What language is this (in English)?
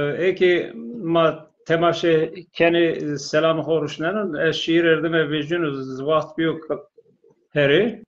Zaza